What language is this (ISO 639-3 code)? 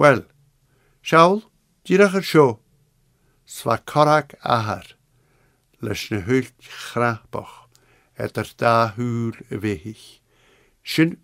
gla